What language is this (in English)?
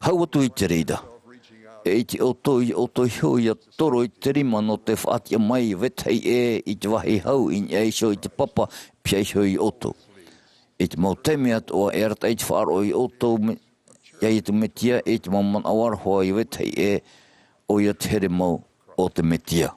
Tahitian